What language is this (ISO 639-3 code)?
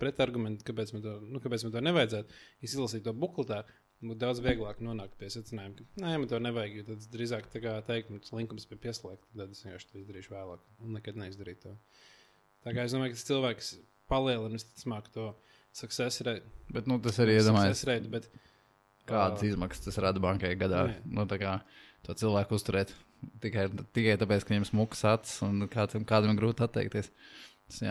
lav